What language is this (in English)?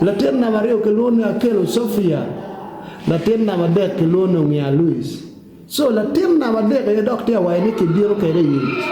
Acoli